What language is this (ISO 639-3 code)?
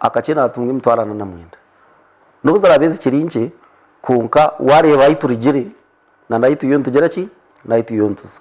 nyn